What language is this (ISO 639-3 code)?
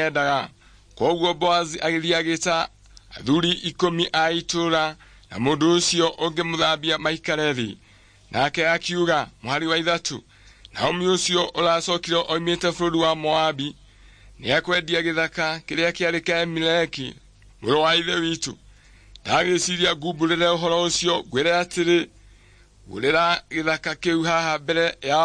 kik